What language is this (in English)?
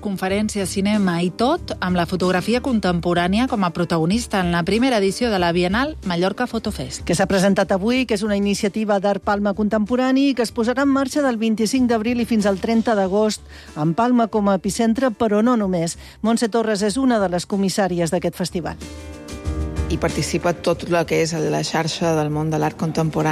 Catalan